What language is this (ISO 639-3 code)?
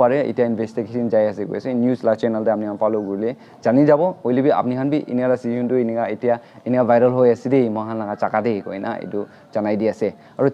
nag